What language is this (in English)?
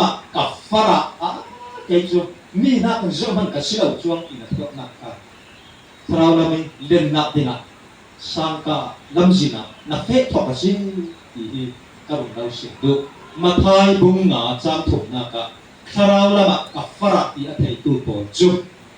Falam Chin